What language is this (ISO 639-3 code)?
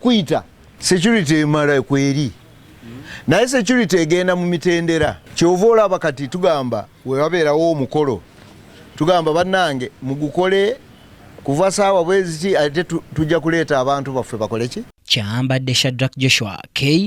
lug